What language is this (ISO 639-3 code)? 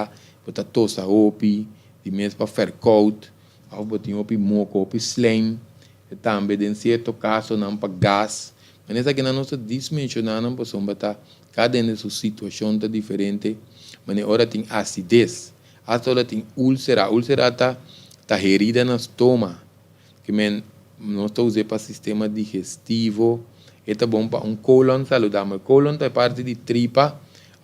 pap